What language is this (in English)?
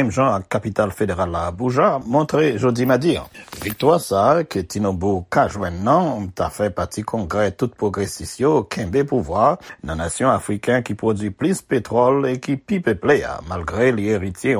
Haitian Creole